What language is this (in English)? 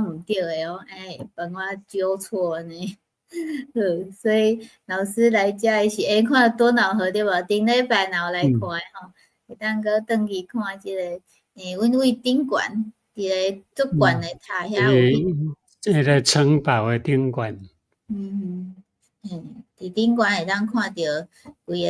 Min Nan Chinese